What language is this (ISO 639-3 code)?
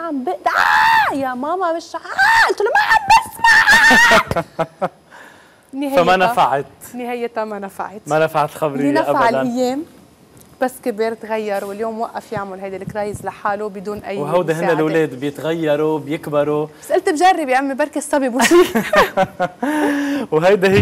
apc